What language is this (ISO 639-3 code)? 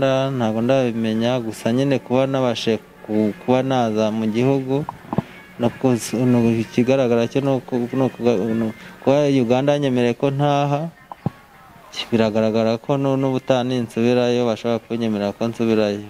kin